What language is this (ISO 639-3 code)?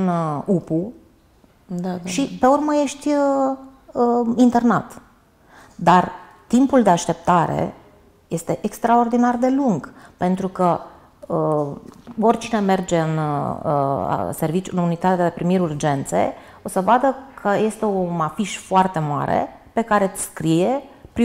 ron